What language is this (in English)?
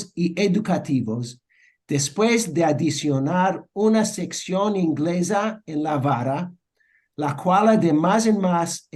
Ladino